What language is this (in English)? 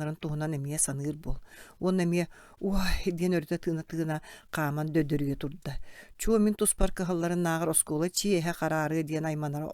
Yakut